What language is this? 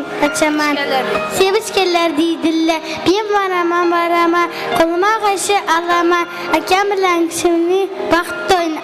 Kara-Kalpak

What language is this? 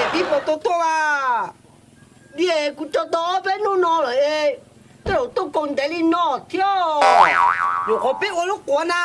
Hmong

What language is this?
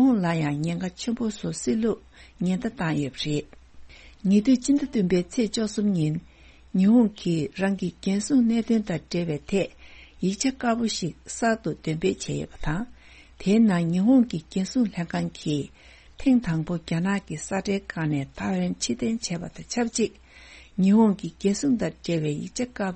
Tibetan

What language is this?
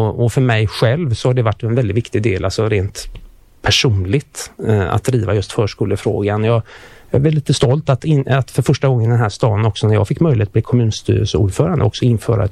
Swedish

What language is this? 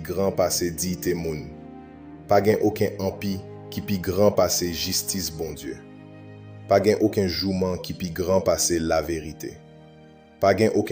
Haitian Creole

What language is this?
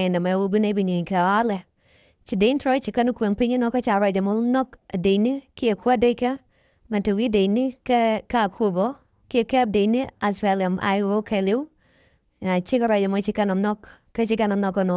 Nuer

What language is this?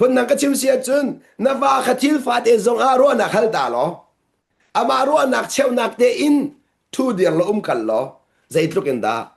Hakha Chin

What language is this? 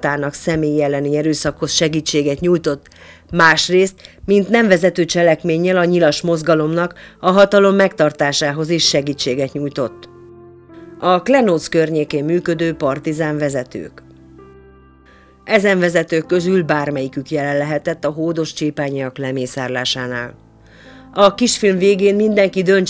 Hungarian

